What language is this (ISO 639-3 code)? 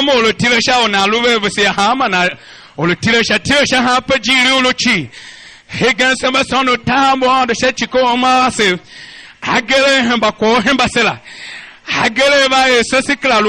tiv